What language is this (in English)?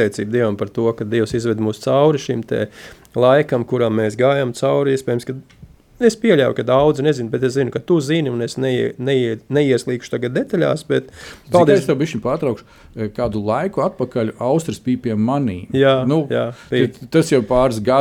Latvian